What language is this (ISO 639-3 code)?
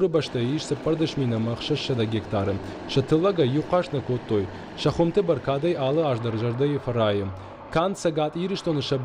oss